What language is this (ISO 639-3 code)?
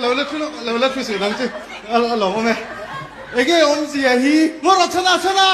lus